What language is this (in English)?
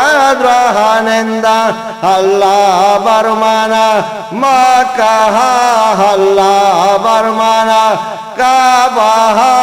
Eastern Balochi